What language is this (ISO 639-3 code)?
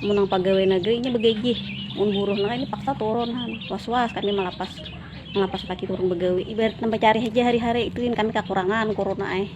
bjn